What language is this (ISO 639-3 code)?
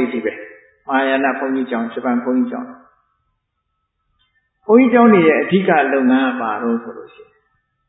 mya